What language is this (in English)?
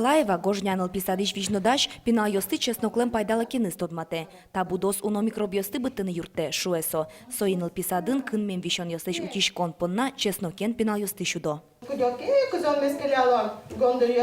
Udmurt